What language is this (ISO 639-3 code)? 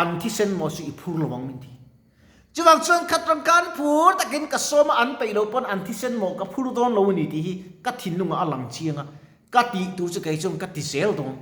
lus